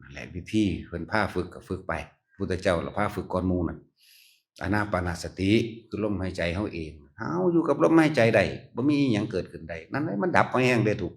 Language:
Northeastern Thai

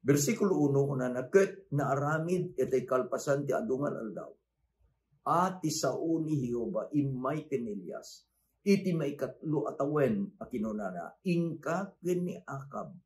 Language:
Iloko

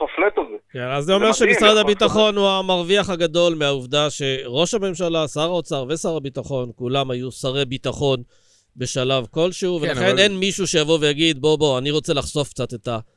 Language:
Hebrew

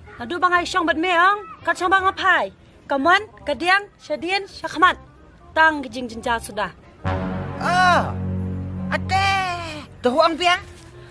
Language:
Khasi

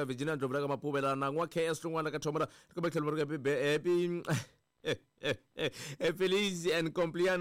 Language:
Tsonga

